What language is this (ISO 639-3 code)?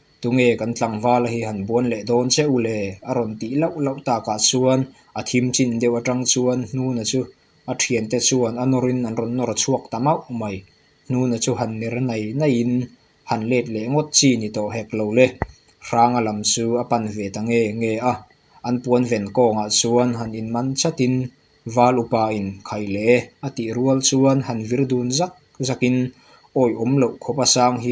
lus